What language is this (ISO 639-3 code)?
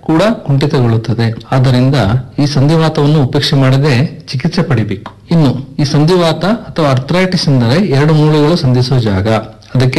kan